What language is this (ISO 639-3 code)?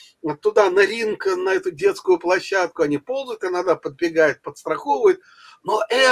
rus